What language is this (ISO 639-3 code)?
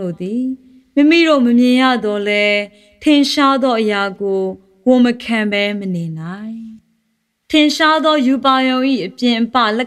mya